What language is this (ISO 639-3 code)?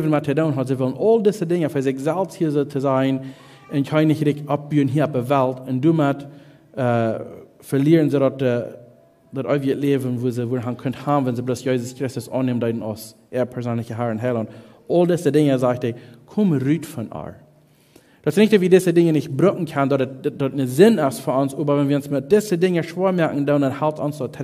pdt